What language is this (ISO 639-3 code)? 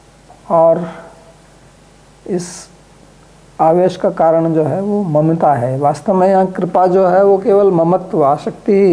hin